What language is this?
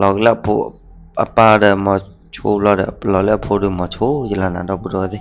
S'gaw Karen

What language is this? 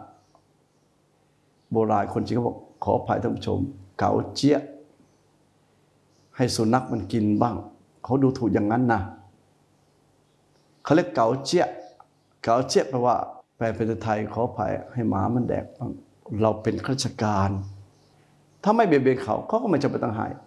Thai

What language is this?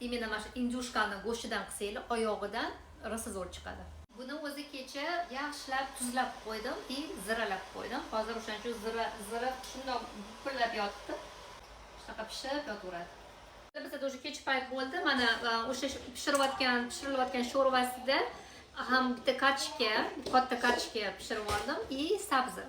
Uzbek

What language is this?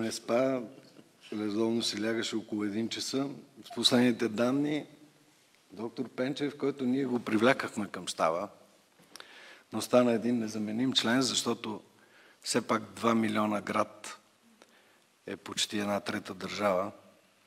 Bulgarian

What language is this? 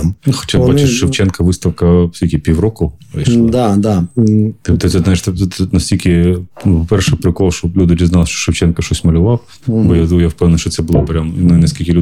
Ukrainian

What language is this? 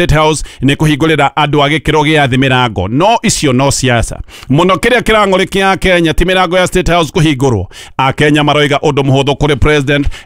Kikuyu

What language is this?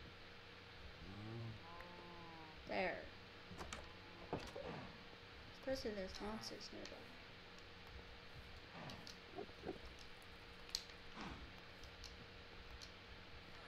English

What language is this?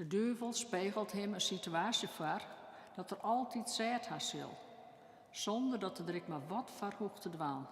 Western Frisian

